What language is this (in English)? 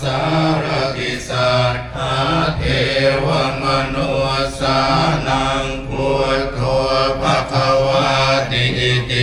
Pali